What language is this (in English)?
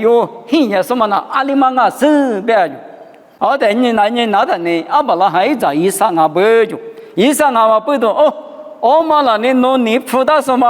Lisu